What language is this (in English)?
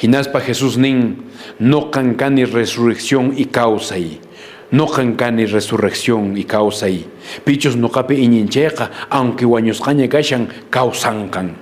Quechua